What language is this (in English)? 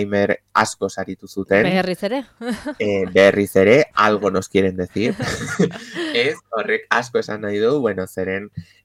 Basque